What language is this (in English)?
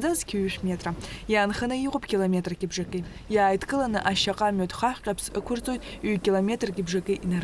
Abkhazian